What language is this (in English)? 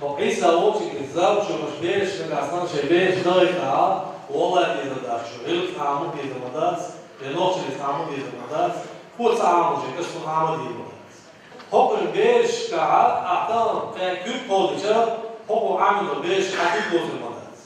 Chechen